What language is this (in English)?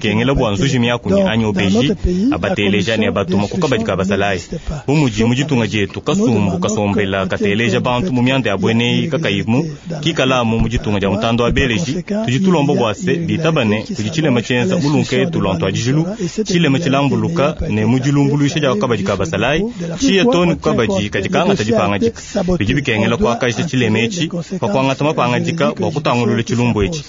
Luba-Lulua